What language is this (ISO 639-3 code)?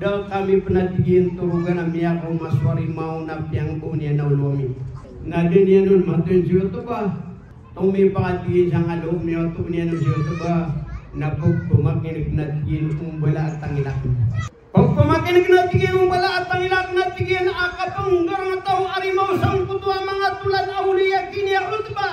mrw